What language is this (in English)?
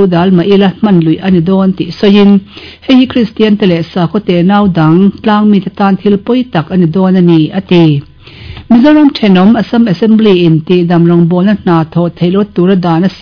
Mizo